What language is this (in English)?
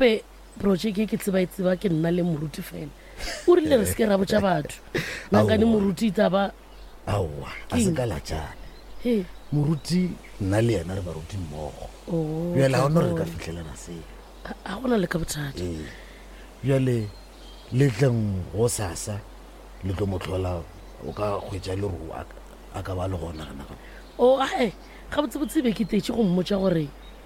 Northern Sotho